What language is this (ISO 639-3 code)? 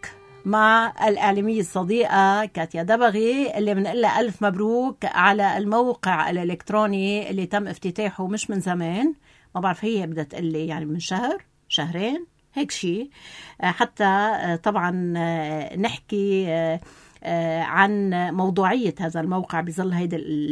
apc